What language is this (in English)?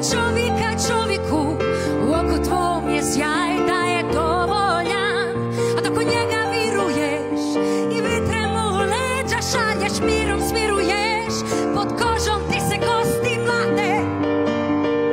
Croatian